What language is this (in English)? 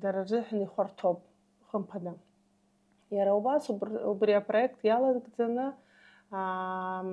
Abkhazian